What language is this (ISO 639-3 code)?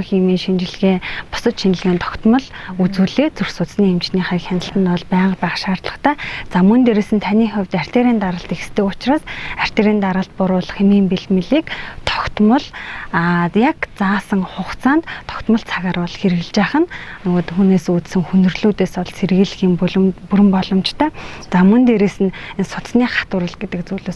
mon